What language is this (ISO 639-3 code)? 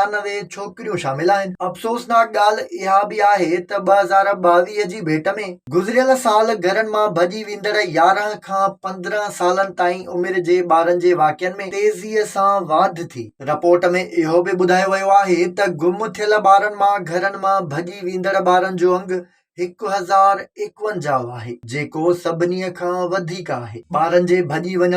snd